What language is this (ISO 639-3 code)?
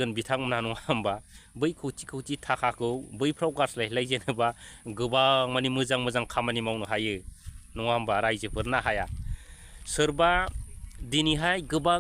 brx